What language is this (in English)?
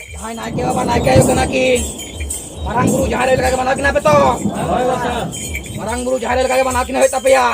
Santali